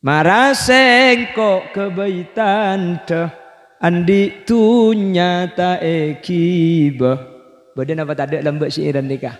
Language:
Madurese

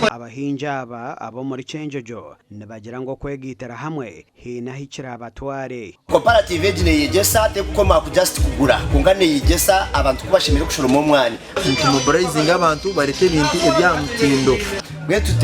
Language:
Nyankole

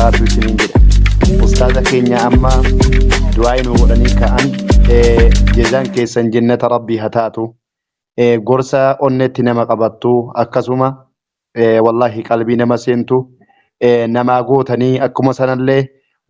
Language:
Oromo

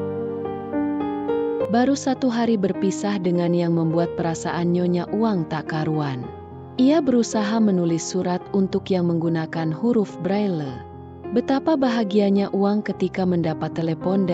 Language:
Indonesian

